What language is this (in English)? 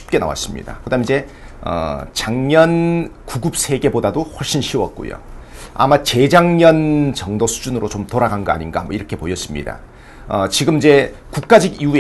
Korean